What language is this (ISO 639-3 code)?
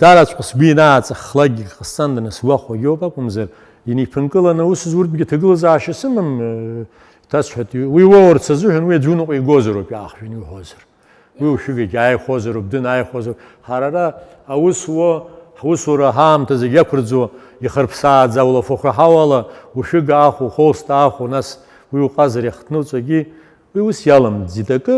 abk